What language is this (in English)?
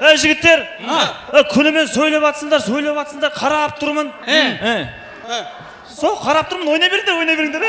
Kara-Kalpak